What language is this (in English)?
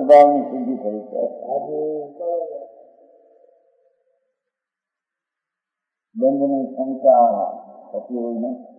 Gujarati